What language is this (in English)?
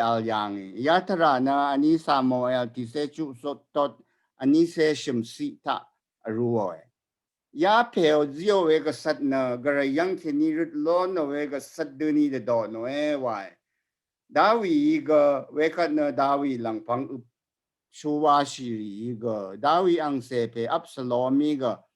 Rawang